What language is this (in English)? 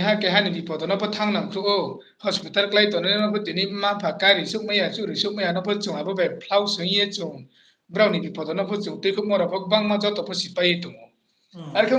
Riang (India)